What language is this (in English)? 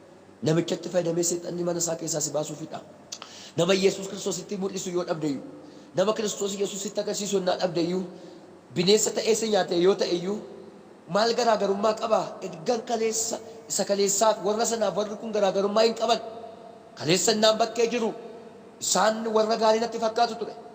Oromo